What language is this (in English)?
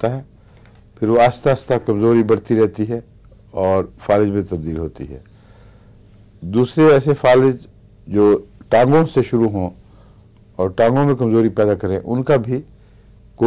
Urdu